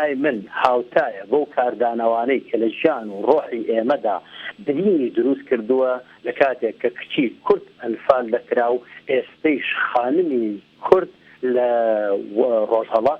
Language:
Central Kurdish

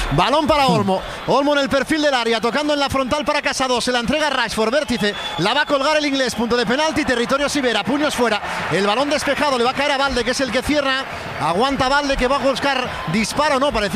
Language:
Spanish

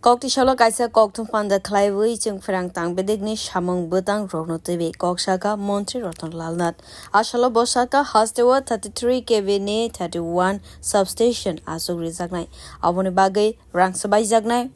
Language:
Kok Borok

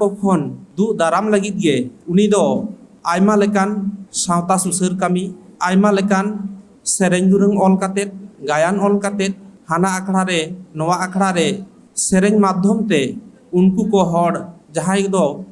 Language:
Santali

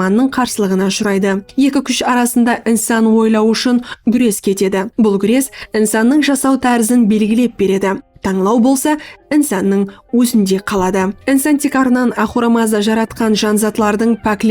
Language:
Kara-Kalpak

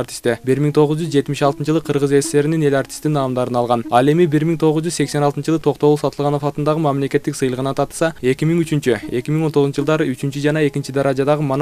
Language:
Kyrgyz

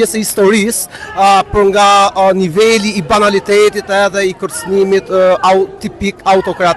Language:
Albanian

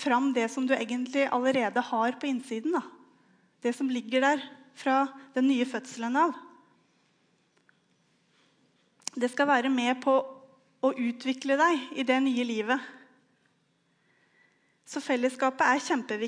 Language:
Norwegian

